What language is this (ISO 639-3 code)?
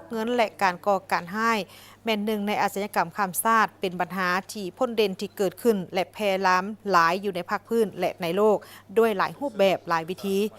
lao